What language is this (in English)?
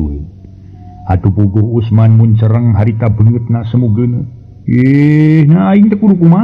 Sundanese